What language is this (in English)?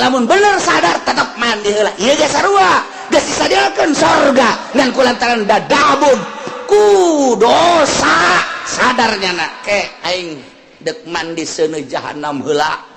Sundanese